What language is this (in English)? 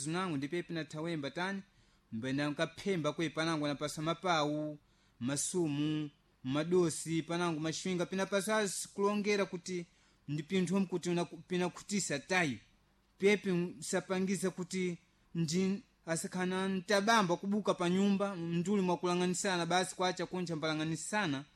Sena